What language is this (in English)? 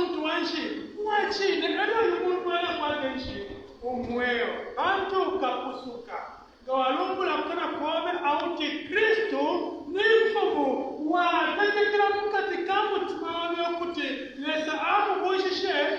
Bemba